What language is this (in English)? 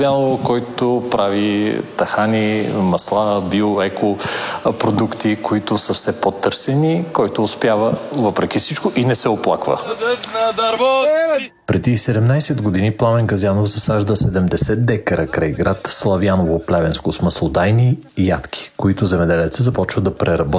Bulgarian